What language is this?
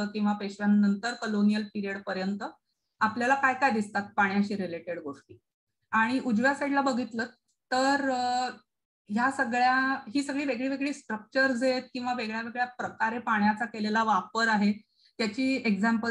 Marathi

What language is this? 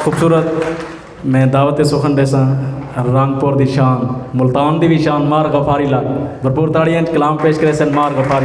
Saraiki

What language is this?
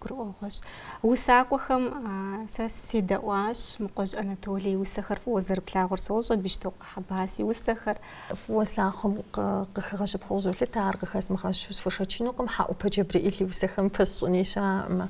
Kabardian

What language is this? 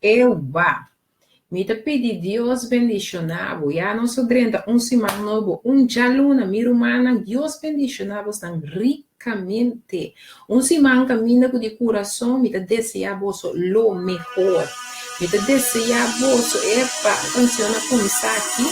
Papiamento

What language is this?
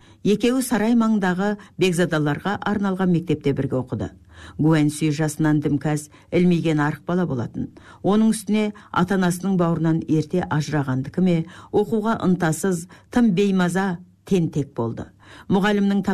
Kazakh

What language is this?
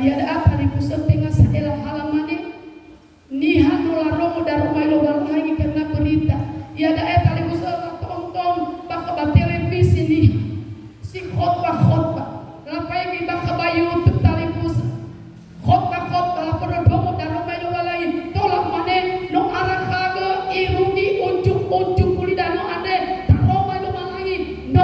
Nias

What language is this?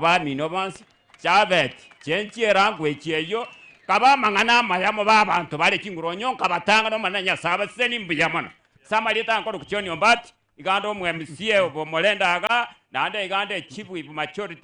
Gusii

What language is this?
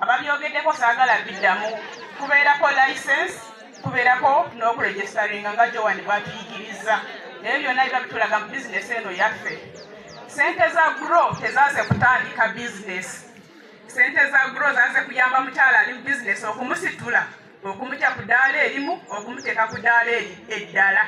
Ganda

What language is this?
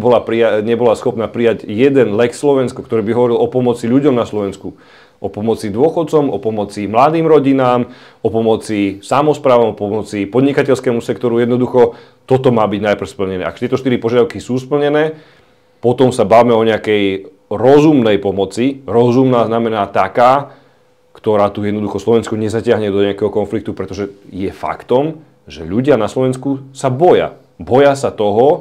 Slovak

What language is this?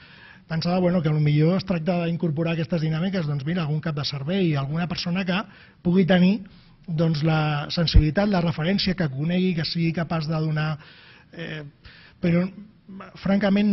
Catalan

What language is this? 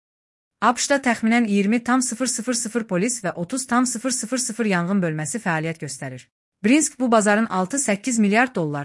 Azerbaijani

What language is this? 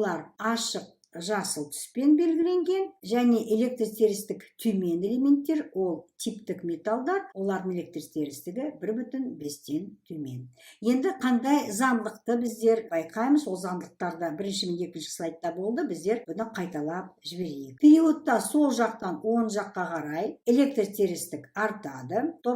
Kazakh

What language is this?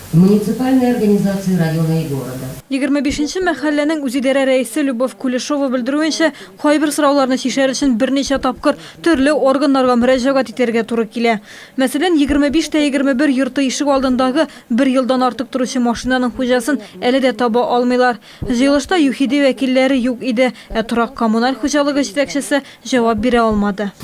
Tatar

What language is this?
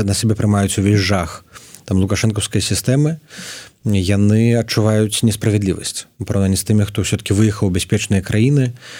Belarusian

